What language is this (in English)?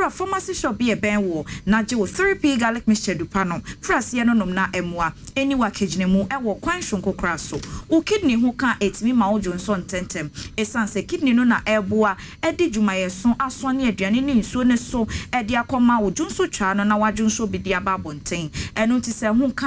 Akan